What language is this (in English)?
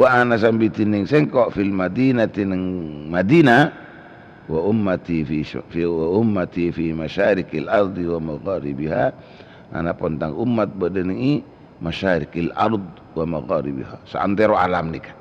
Madurese